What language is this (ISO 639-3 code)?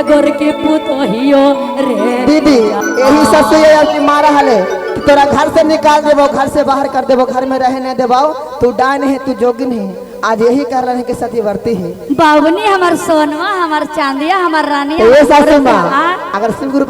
mag